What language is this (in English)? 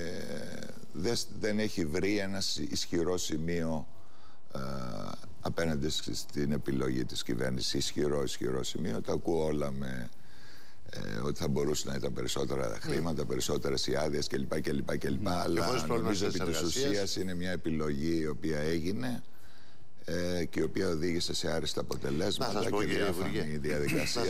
Greek